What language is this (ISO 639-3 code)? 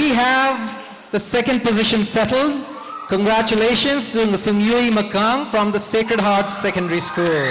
nmf